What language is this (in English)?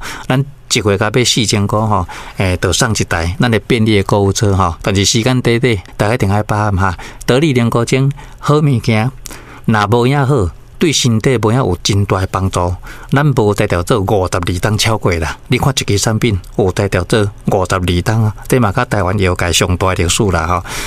Min Nan Chinese